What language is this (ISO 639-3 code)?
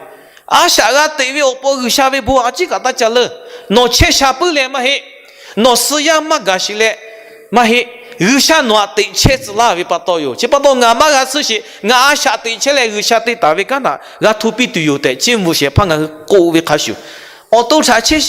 lhu